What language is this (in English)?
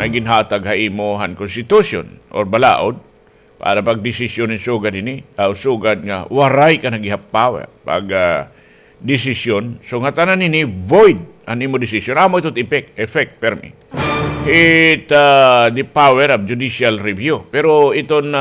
Waray